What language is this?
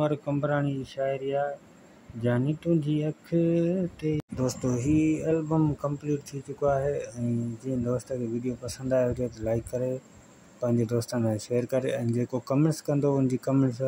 Sindhi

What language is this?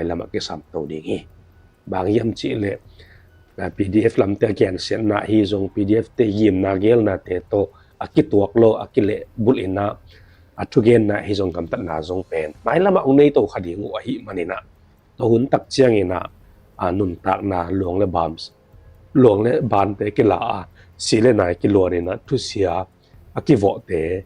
Tedim Chin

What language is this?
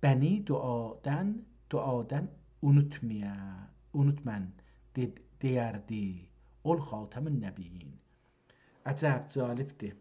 South Azerbaijani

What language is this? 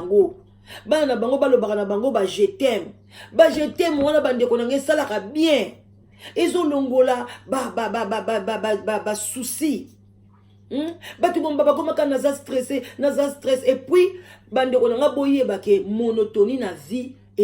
Lingala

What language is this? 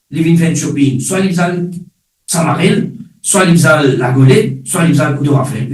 Morisyen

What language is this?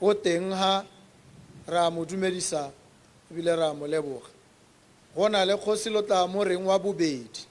Tswana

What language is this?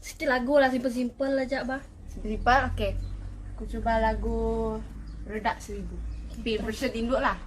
Iban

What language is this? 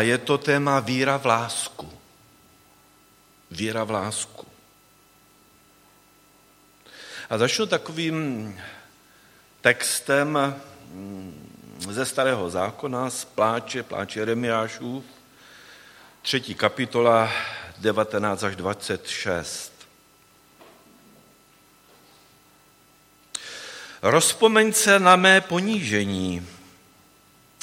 Czech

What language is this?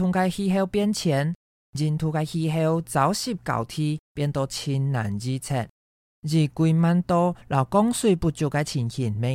Hakka Chinese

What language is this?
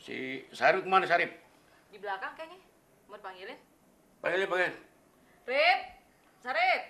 Betawi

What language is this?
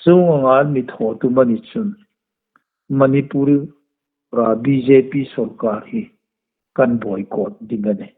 Hmar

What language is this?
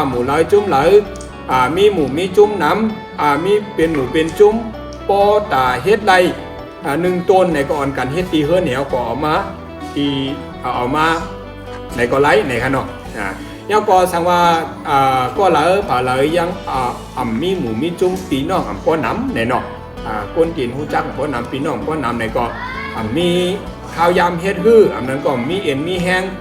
Shan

